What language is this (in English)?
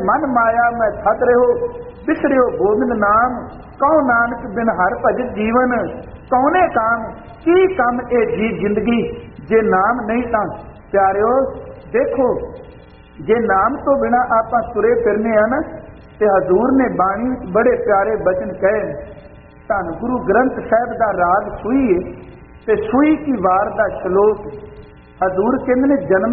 Punjabi